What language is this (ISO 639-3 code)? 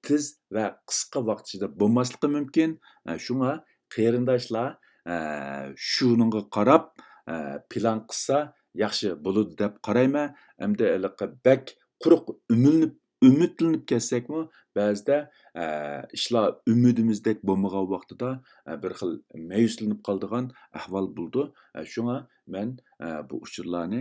uig